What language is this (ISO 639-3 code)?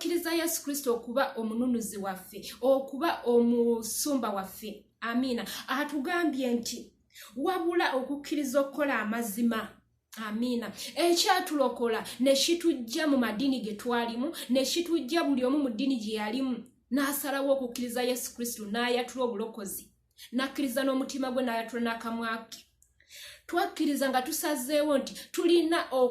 lug